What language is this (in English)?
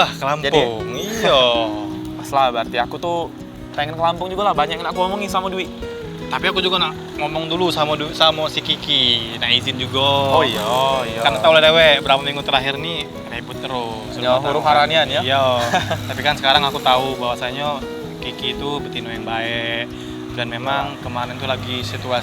Musi